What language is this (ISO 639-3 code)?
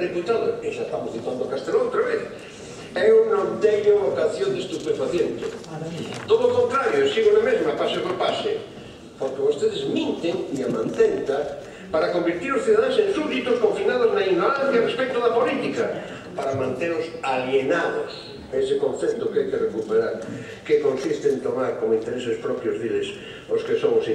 glg